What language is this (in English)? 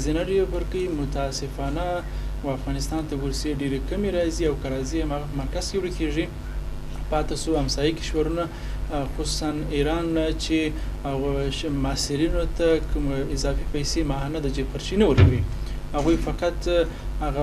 Pashto